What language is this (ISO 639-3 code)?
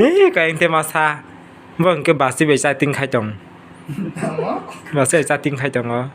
trp